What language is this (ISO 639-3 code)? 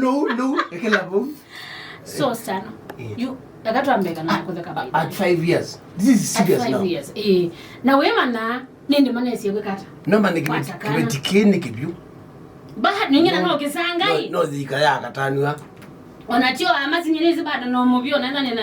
kam